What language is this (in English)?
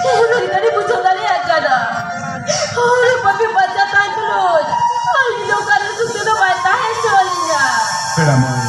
Santali